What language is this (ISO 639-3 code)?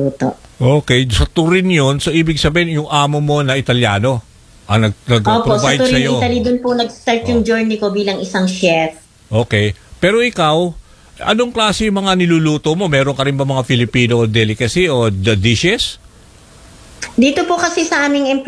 fil